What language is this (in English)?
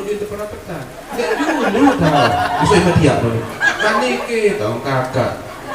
Sasak